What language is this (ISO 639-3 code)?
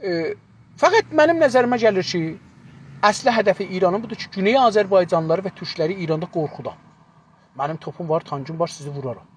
azb